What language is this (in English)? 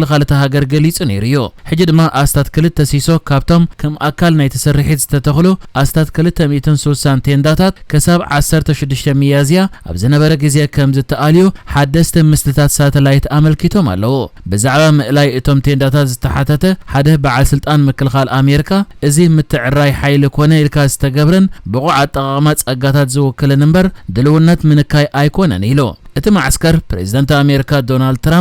Tigrinya